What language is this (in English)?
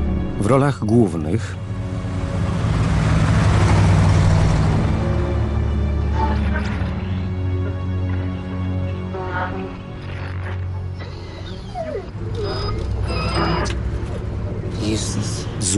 Polish